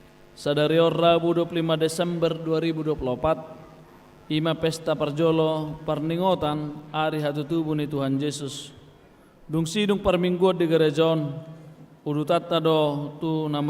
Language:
Batak Toba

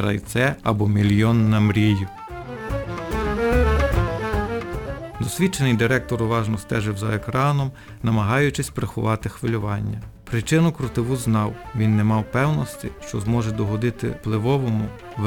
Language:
Ukrainian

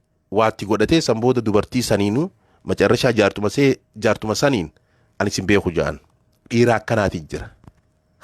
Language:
Oromo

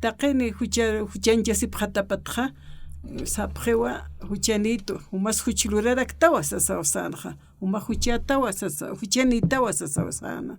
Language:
Aymara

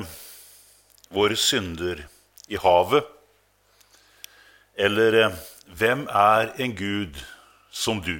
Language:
Norwegian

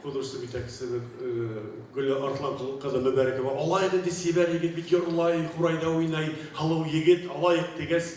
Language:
Bashkir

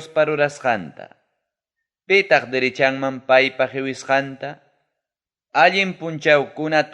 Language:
Ayacucho Quechua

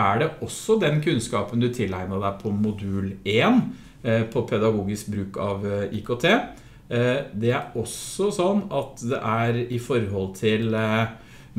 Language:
Norwegian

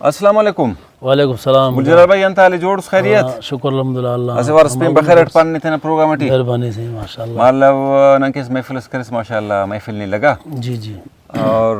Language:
Brahui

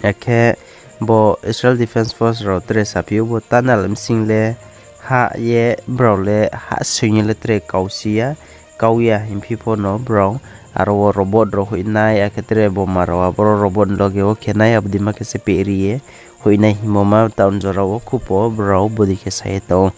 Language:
Riang (India)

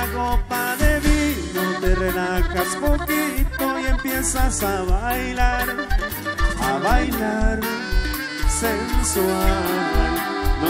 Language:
Spanish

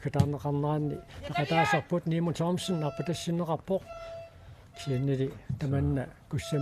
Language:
Kalaallisut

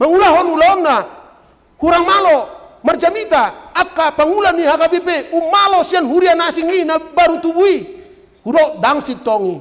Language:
Batak Toba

